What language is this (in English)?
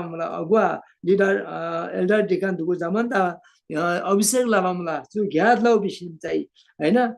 Eastern Tamang